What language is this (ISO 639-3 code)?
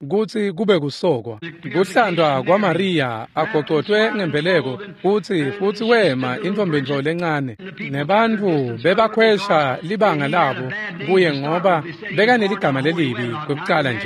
ssw